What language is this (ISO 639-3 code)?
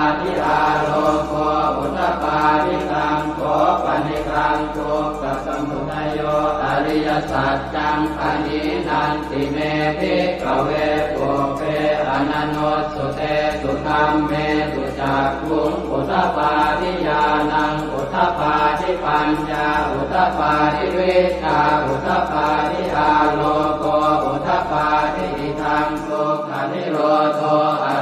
pli